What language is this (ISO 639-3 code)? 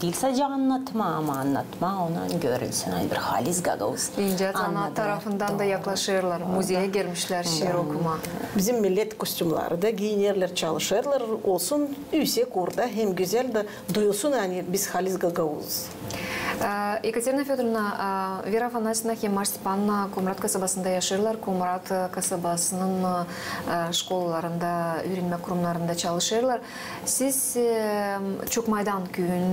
gag